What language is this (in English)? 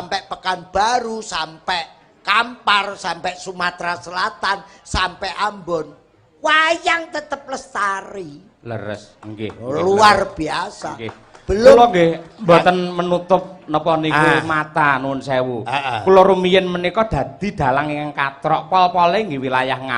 Javanese